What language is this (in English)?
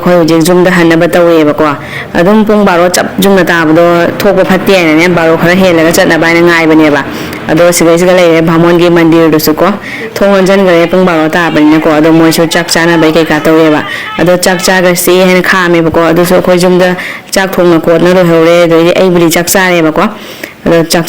Manipuri